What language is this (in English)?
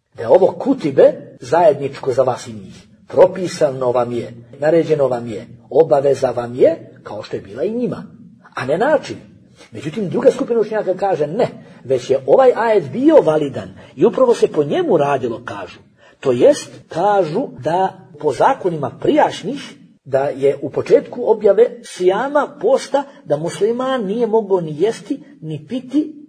Bosnian